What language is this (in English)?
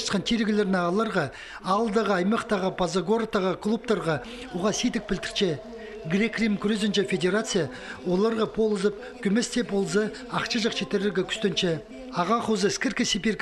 Khakas